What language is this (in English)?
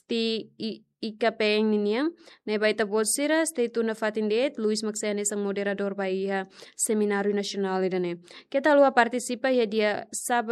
Tetum